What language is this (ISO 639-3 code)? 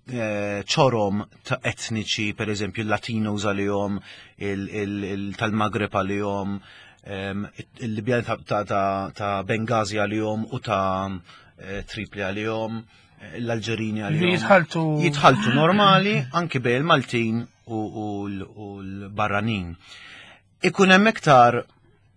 mlt